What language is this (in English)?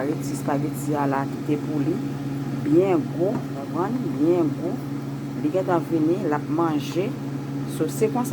Haitian Creole